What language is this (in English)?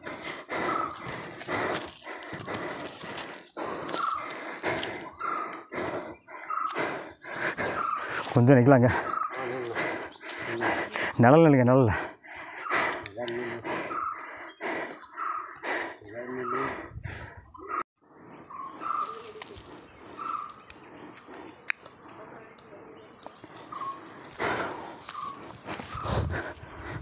Tamil